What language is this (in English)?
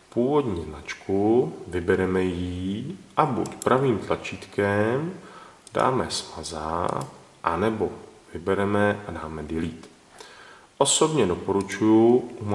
Czech